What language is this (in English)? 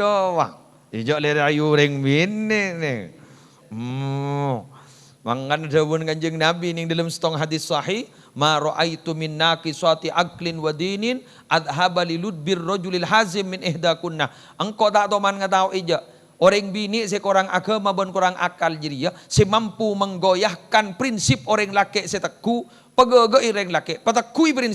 Madurese